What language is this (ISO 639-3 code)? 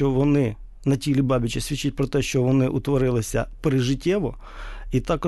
ukr